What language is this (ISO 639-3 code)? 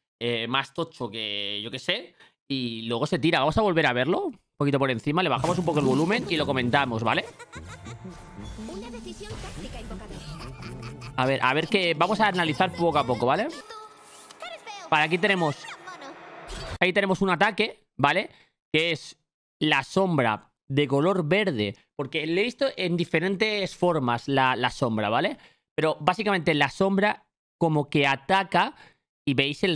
spa